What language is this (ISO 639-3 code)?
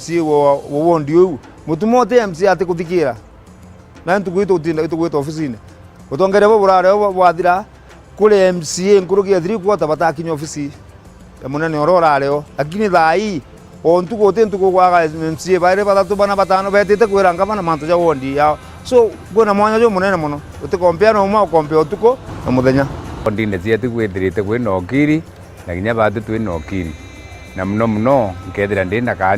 mer